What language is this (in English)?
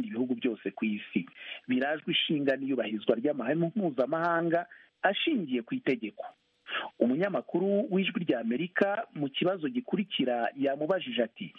Kinyarwanda